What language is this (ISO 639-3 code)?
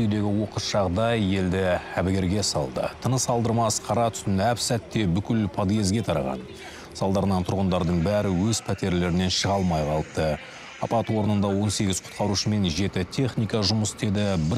kaz